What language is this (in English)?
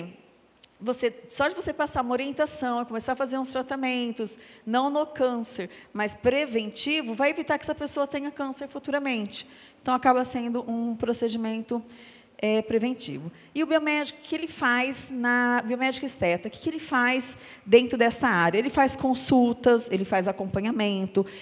Portuguese